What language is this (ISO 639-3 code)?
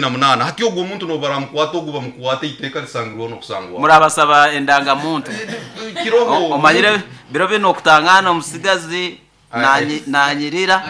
nyn